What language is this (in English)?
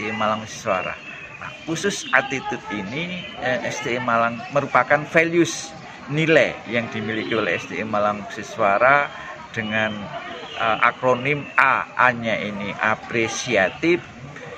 Indonesian